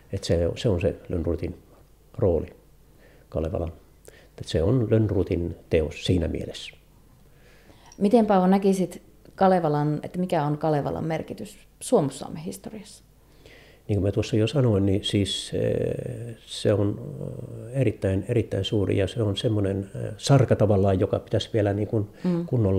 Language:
Finnish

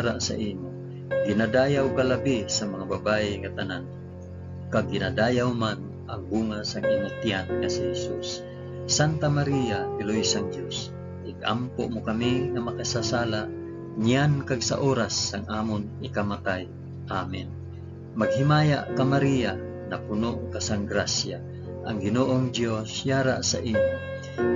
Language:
Hiligaynon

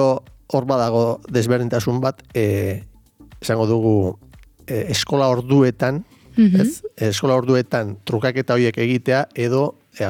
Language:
Basque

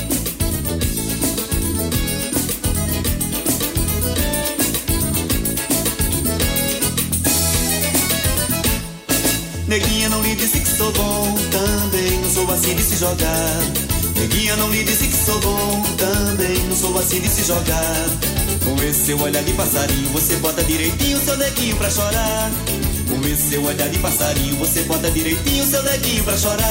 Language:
Portuguese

